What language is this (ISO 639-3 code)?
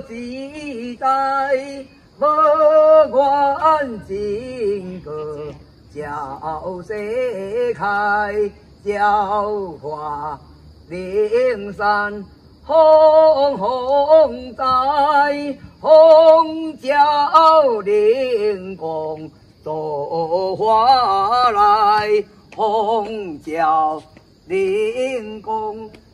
nan